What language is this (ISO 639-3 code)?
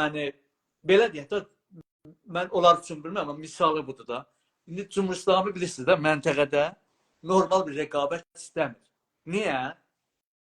azb